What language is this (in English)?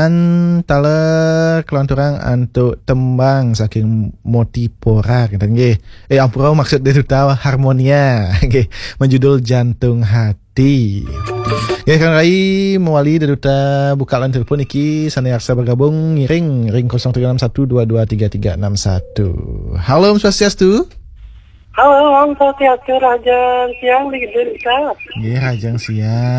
Balinese